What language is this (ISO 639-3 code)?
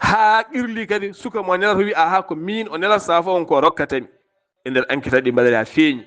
ful